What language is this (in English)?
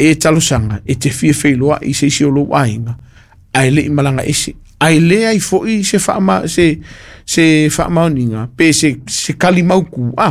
Samoan